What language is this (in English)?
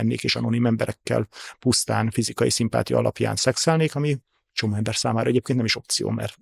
Hungarian